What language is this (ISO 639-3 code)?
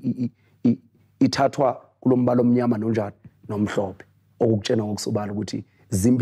zul